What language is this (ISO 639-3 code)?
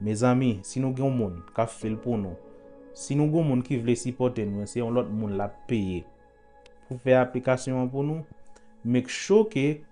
hat